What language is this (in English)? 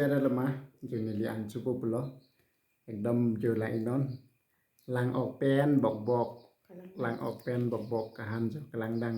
Karbi